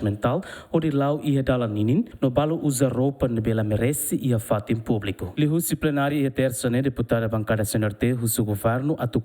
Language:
Tetum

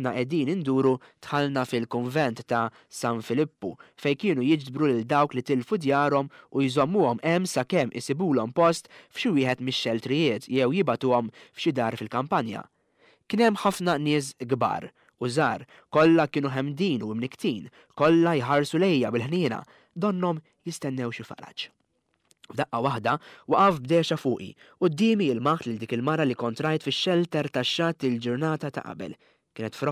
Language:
Maltese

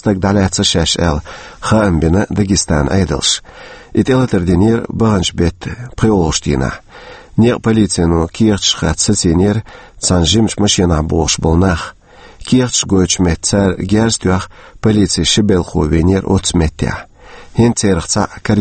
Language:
Chechen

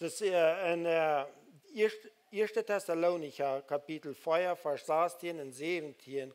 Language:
Plautdietsch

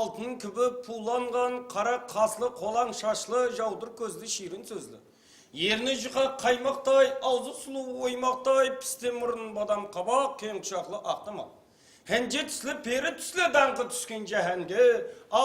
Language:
Kara-Kalpak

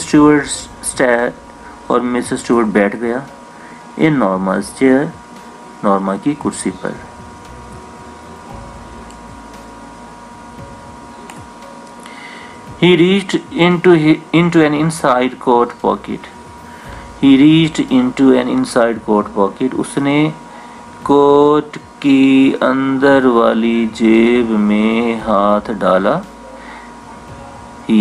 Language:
Urdu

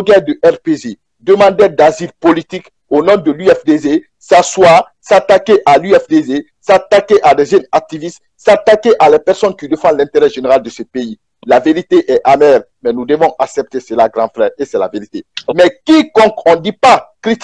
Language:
French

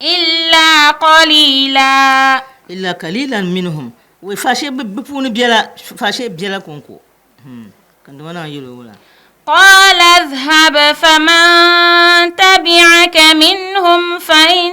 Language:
Dagbani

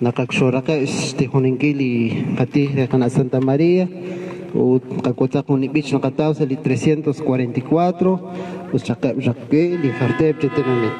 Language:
Kekchí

